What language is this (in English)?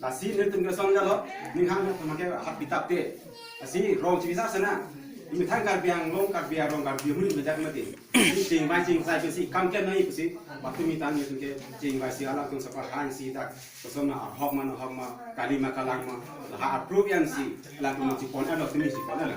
Karbi